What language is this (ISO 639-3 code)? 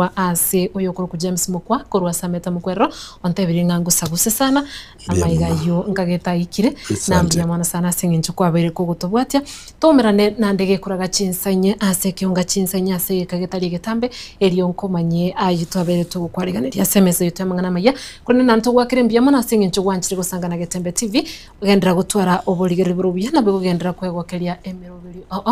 guz